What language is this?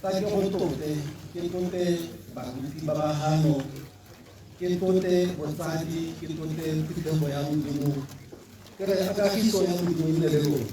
Tswana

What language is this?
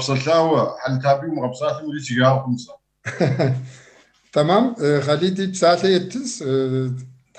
Kabardian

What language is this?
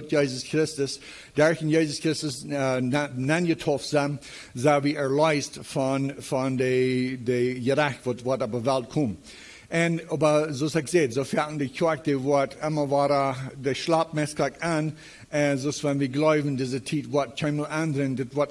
Plautdietsch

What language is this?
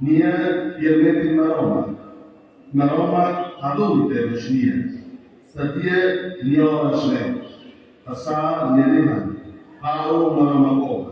Tetum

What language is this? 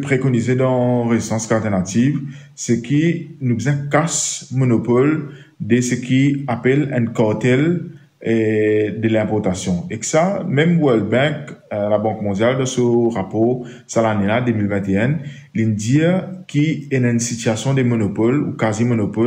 Morisyen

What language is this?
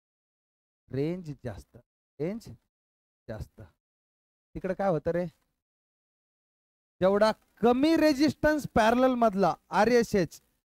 Marathi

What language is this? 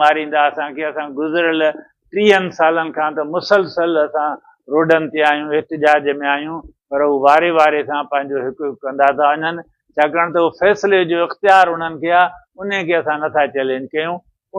Sindhi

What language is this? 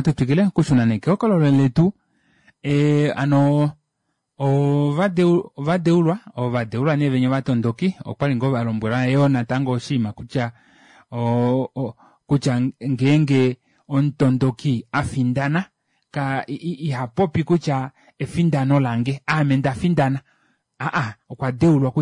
Kuanyama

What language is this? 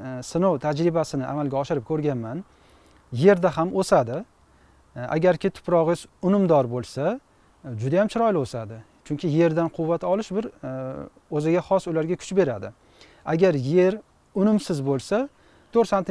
Uzbek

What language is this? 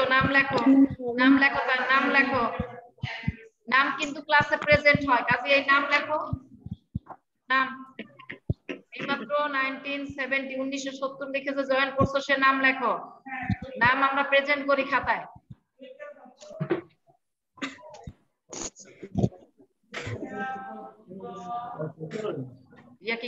Bangla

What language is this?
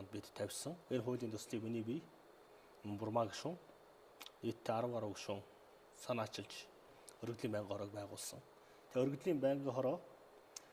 Mongolian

